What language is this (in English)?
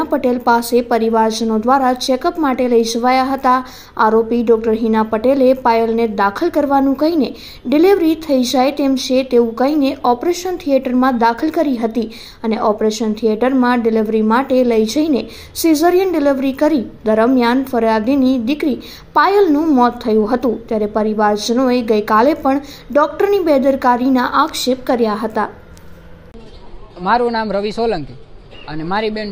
Gujarati